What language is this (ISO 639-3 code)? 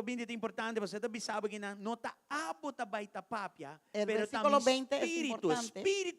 pap